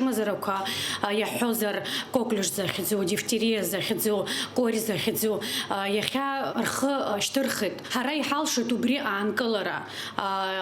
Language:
Abkhazian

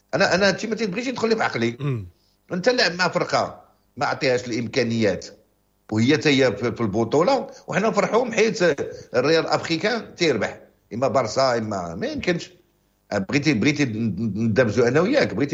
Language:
Moroccan Arabic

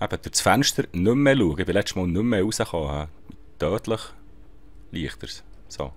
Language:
Swiss German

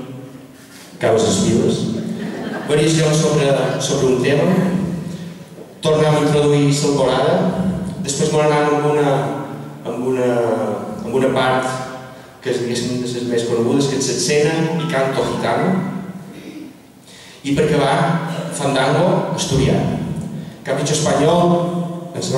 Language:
Catalan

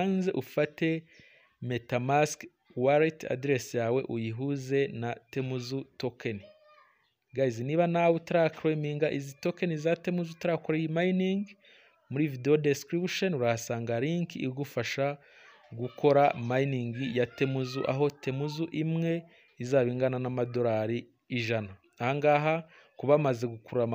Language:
Kinyarwanda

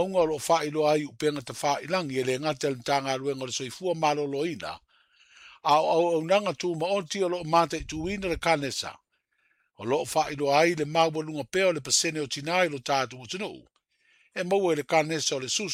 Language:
Samoan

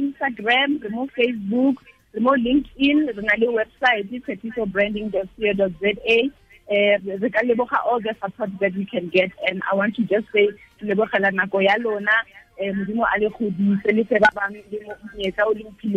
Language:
Tswana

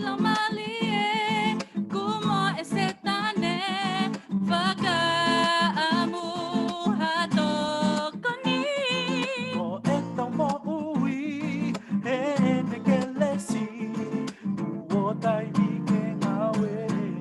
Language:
Tongan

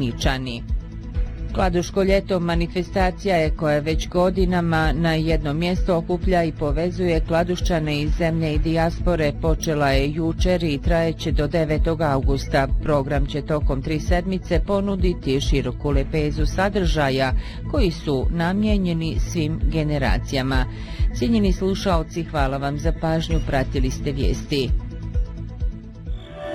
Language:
Bosnian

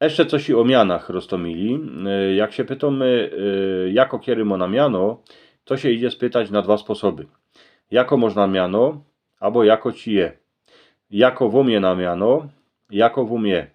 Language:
Silesian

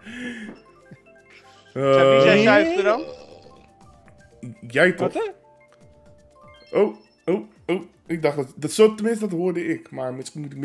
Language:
Dutch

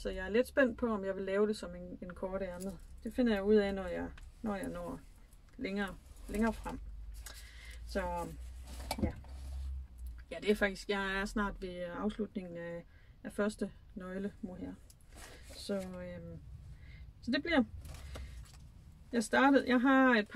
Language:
Danish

